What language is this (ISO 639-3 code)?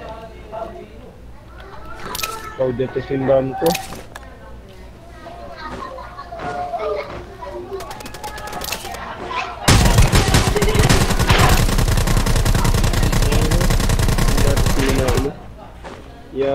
fil